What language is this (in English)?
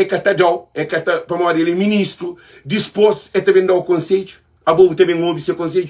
Kabuverdianu